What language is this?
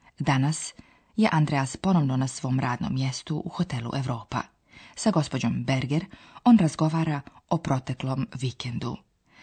Slovenian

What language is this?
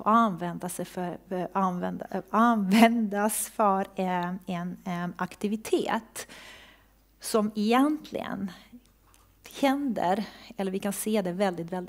Swedish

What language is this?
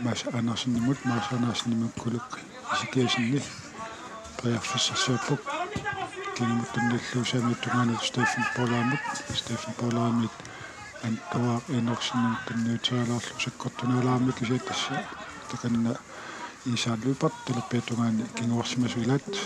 Kalaallisut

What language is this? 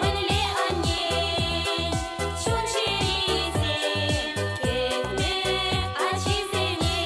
Chuvash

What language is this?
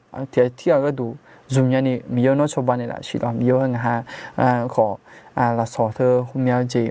Akha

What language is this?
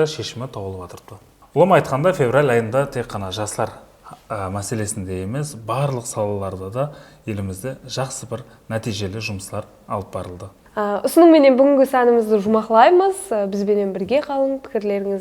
Kara-Kalpak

